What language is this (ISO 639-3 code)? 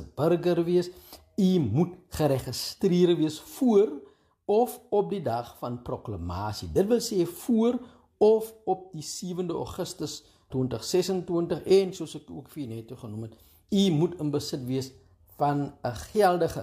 afr